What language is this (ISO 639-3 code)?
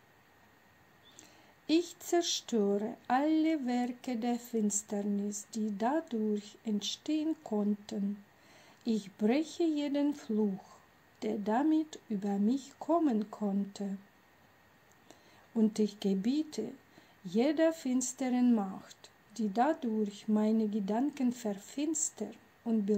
deu